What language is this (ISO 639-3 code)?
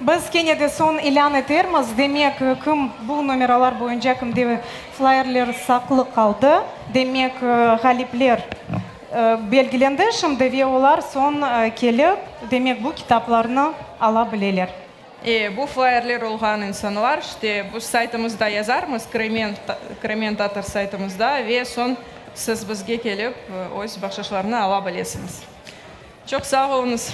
crh